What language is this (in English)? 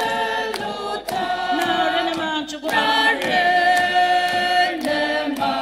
Ao Naga